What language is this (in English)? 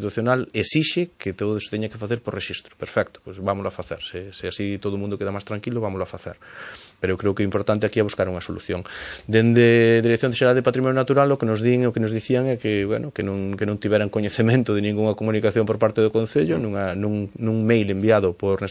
Galician